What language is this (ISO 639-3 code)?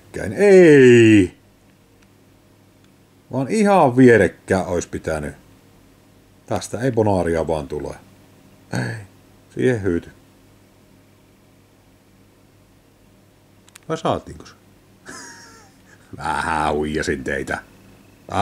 fin